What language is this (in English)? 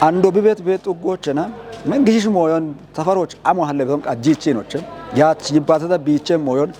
Kafa